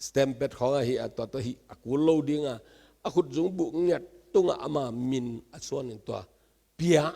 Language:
Tedim Chin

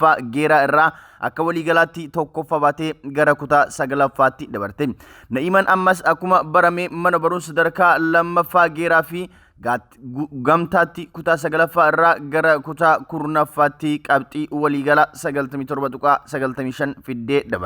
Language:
Oromo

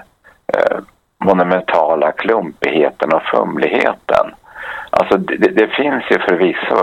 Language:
Swedish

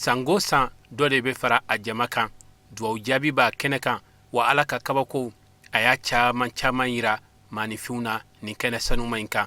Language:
Bambara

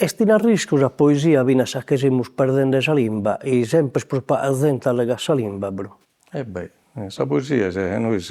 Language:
Sardinian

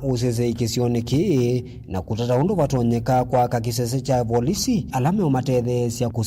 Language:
Kamba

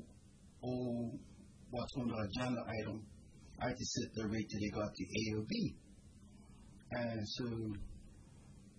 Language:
English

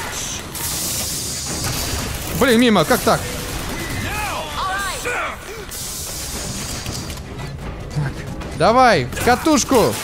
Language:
Russian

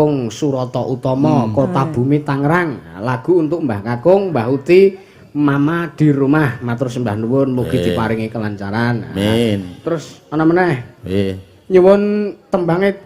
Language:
Javanese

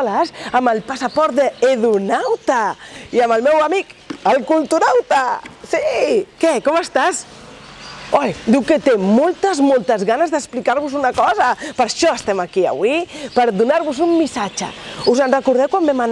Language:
Catalan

